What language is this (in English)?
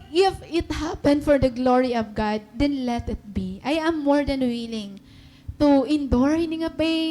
Waray